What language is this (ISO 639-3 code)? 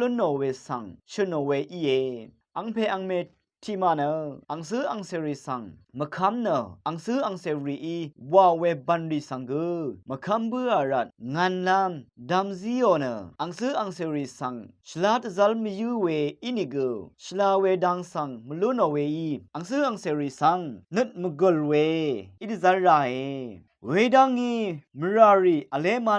raw